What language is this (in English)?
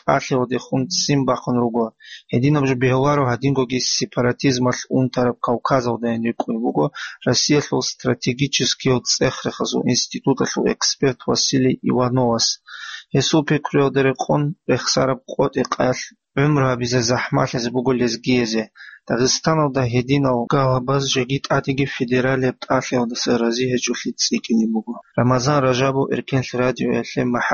Avaric